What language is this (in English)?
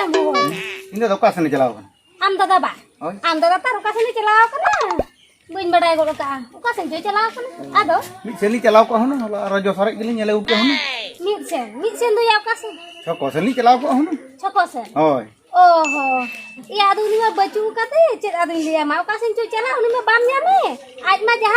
Santali